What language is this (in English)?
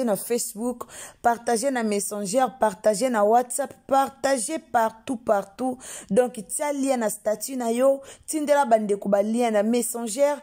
Lingala